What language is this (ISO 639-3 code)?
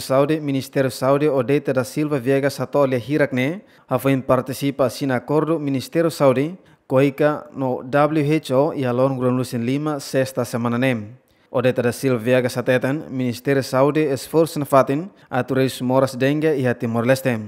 tet